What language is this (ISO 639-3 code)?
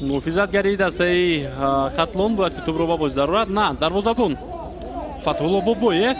tgk